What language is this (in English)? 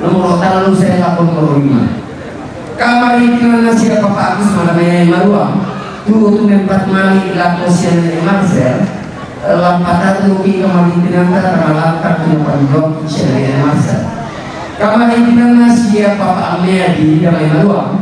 Toraja-Sa'dan